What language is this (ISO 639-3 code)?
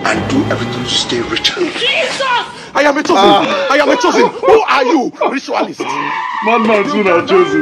pcm